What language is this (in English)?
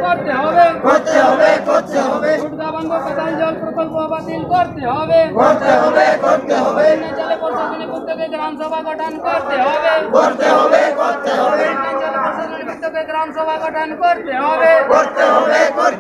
Santali